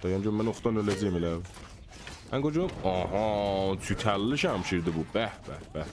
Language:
South Azerbaijani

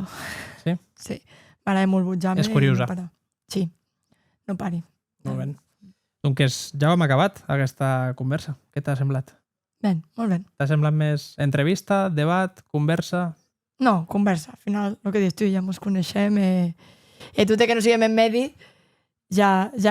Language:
Occitan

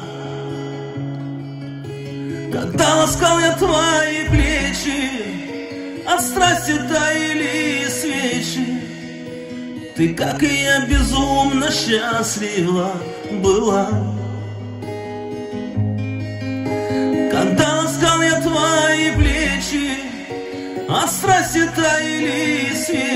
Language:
Russian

